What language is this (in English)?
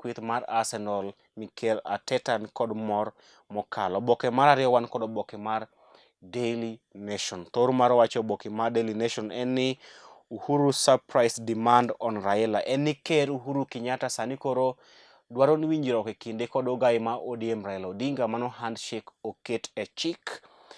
Luo (Kenya and Tanzania)